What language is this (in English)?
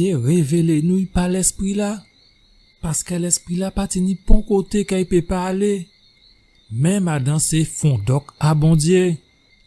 Guadeloupean Creole French